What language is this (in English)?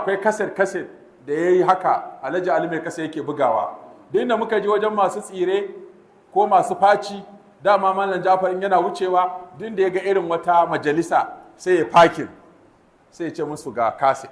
Hausa